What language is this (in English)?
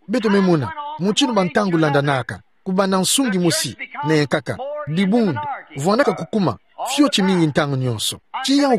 Kituba (Democratic Republic of Congo)